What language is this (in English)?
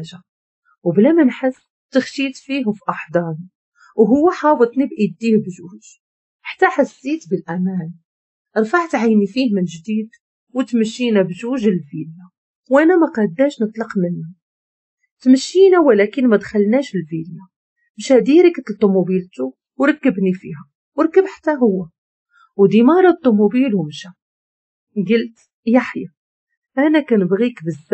Moroccan Arabic